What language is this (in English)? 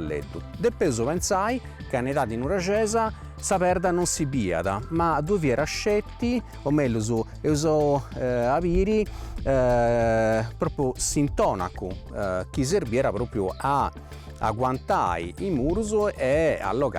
Sardinian